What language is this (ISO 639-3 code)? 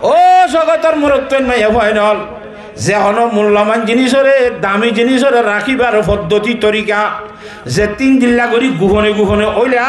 rhg